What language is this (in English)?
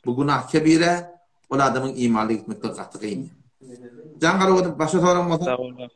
Turkmen